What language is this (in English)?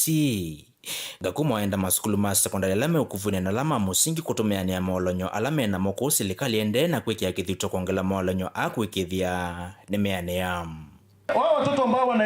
Kamba